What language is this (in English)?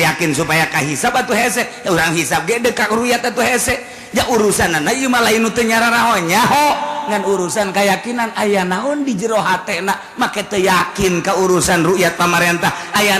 Sundanese